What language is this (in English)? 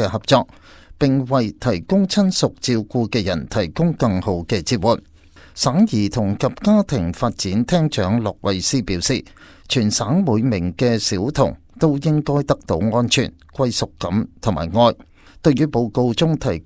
Cantonese